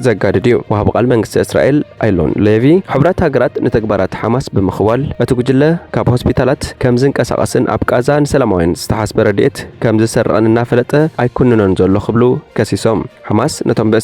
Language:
Tigrinya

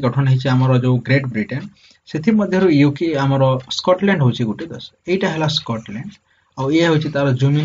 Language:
Odia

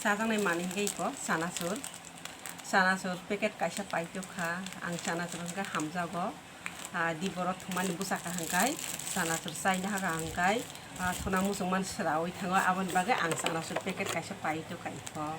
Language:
Kok Borok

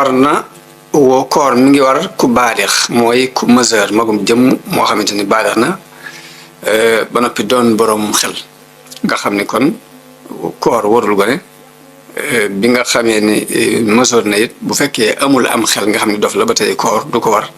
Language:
Wolof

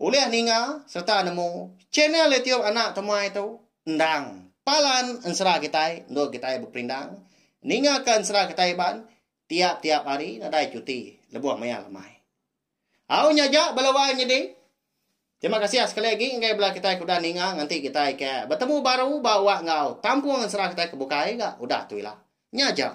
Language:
Iban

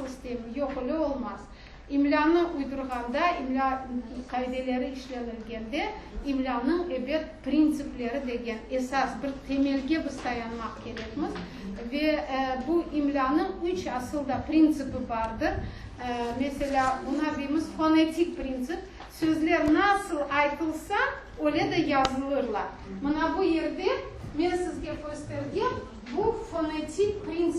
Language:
Crimean Tatar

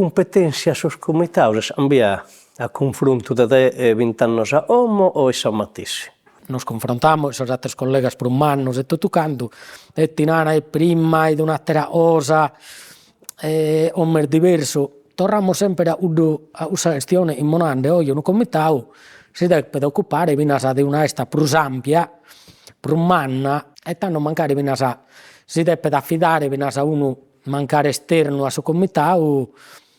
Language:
Sardinian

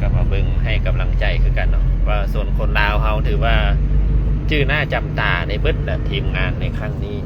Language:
Lao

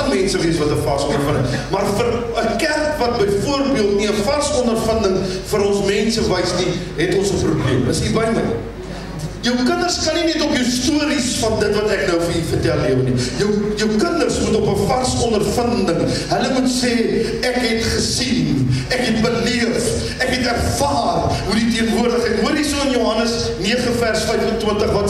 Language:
Afrikaans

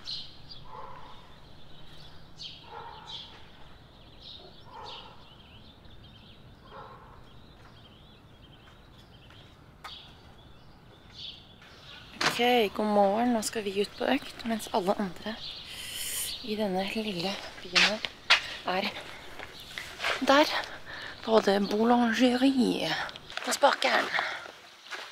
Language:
Norwegian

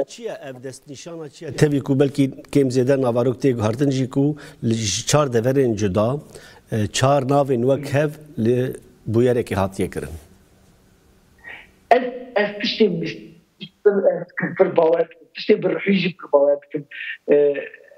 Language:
Kurdish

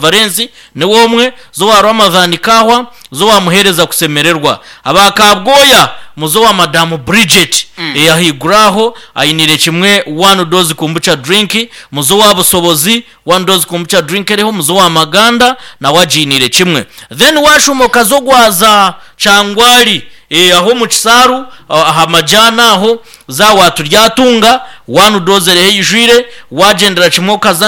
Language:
Nyankole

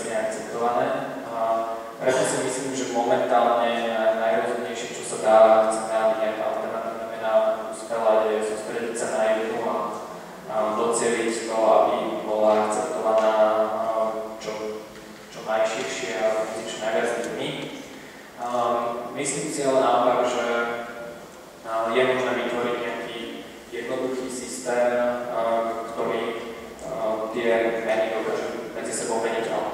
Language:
Slovak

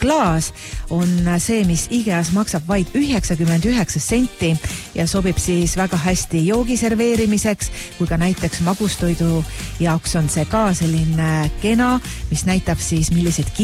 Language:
Estonian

